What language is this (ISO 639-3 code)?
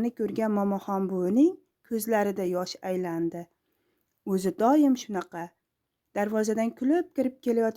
uzb